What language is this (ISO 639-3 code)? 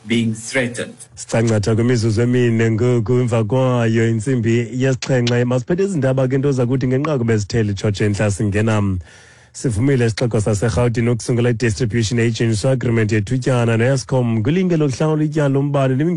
xho